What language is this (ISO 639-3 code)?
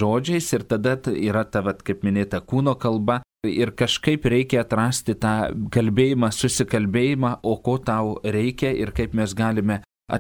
lit